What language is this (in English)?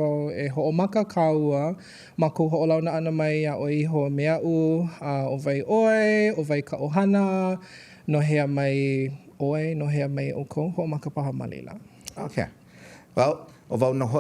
Hawaiian